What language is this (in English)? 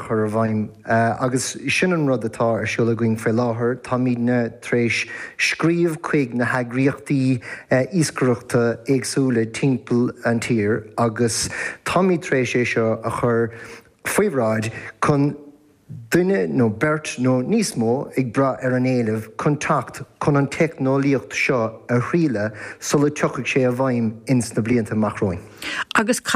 Irish